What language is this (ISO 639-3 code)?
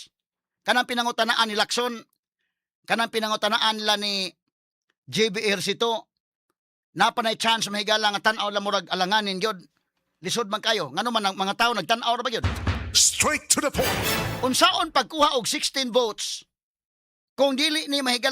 ceb